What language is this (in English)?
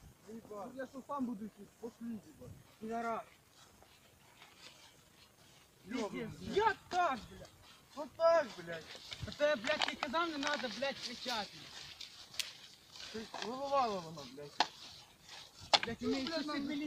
Ukrainian